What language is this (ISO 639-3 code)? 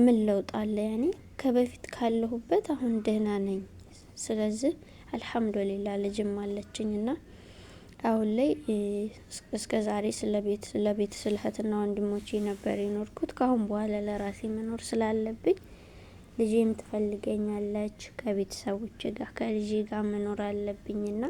amh